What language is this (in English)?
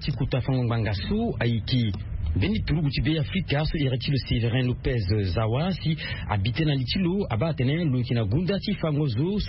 Sango